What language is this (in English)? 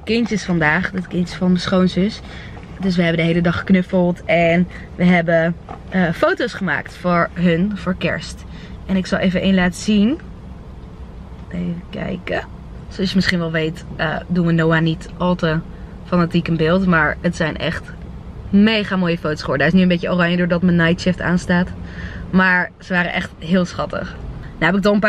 Dutch